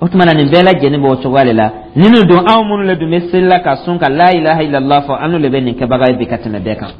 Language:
Dyula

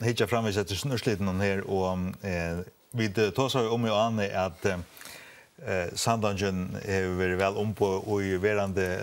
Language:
Faroese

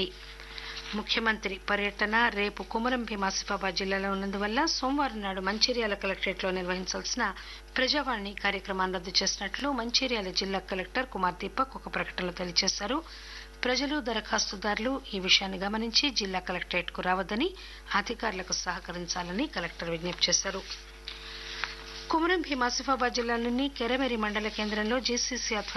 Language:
Telugu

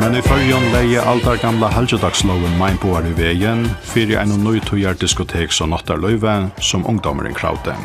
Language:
Faroese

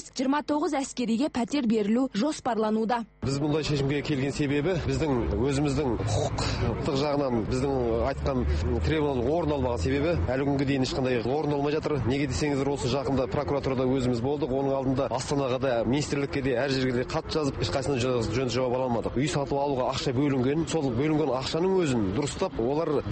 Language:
Kazakh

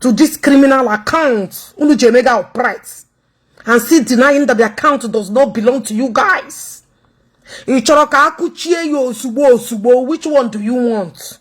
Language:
Igbo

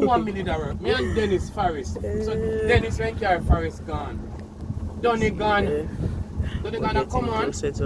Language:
Jamaican Creole English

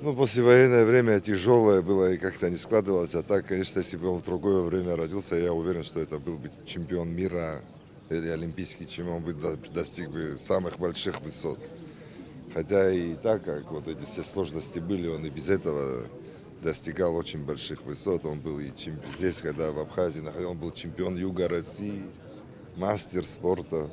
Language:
Abkhazian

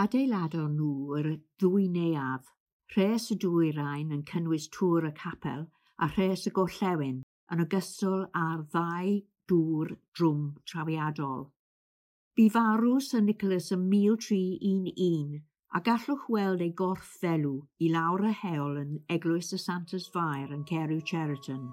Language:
Welsh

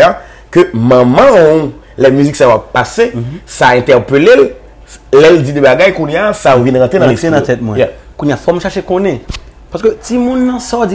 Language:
Haitian Creole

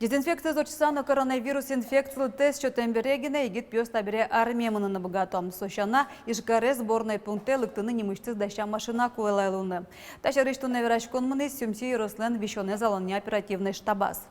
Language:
Udmurt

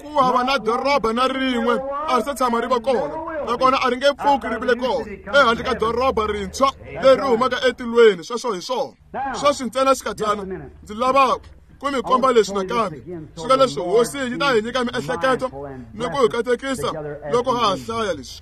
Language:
Tsonga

